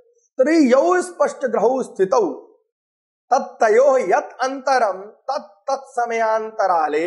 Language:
Sanskrit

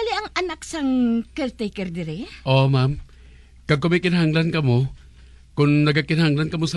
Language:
Hiligaynon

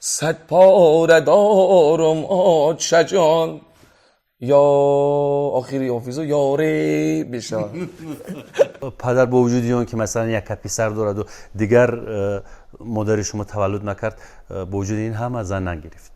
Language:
Tajik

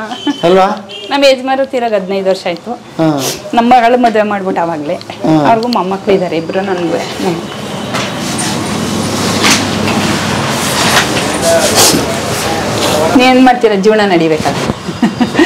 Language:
Kannada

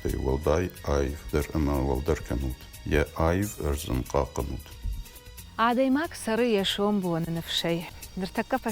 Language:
Ossetic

